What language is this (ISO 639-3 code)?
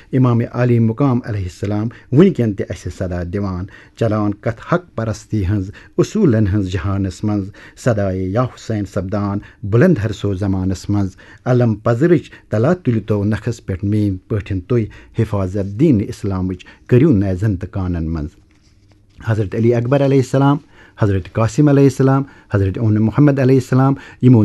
kas